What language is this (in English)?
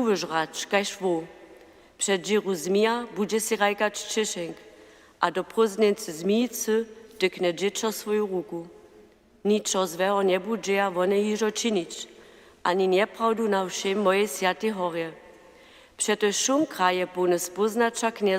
Upper Sorbian